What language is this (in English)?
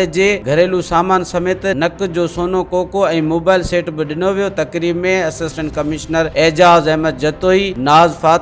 Sindhi